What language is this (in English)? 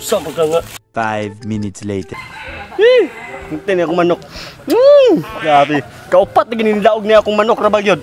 Cebuano